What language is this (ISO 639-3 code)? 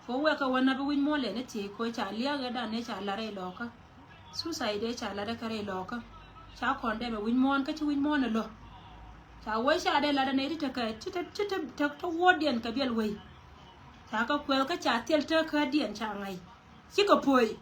nus